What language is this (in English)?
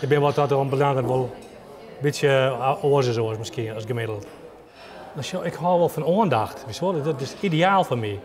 Western Frisian